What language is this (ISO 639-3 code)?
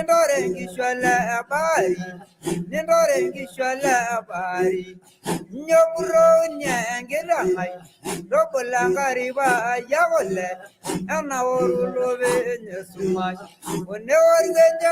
mas